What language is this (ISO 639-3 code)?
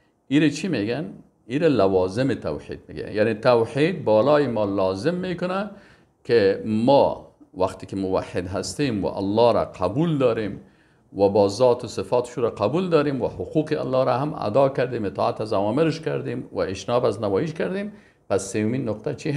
fas